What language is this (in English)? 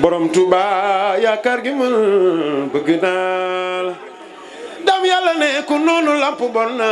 Wolof